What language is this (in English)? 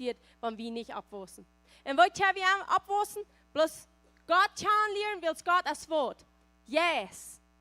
Plautdietsch